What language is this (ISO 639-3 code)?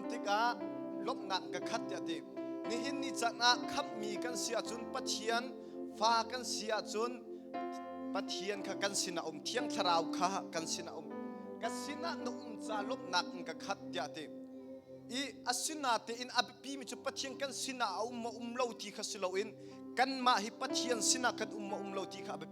cnh